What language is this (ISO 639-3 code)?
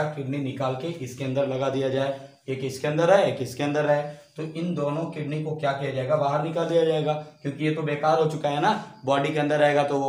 hin